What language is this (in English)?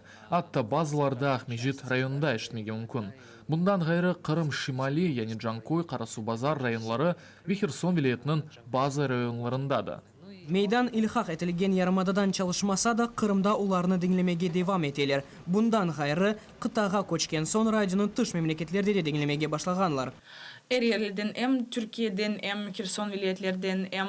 Crimean Tatar